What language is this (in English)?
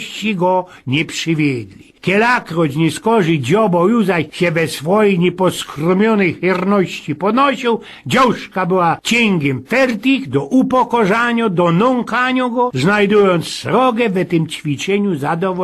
Silesian